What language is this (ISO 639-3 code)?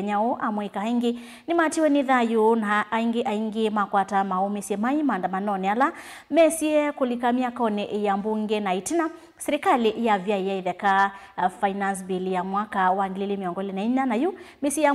kam